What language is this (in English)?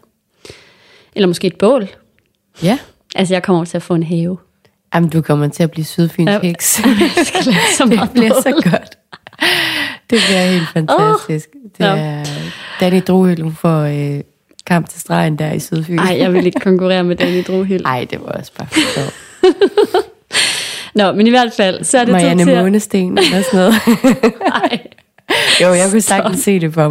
Danish